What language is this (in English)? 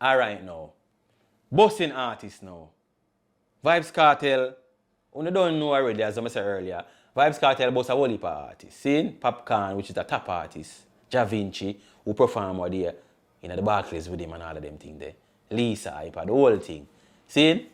Jamaican Creole English